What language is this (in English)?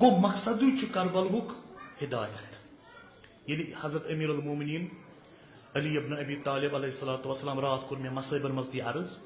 Kashmiri